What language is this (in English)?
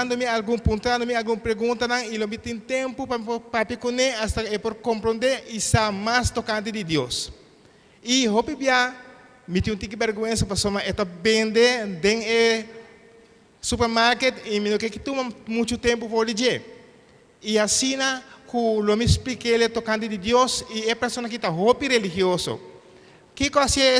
Papiamento